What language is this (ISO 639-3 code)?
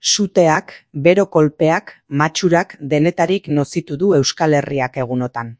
eus